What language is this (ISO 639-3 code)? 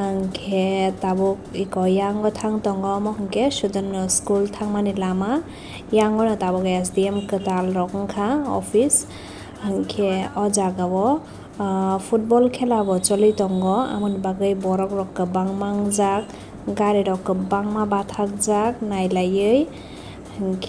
trp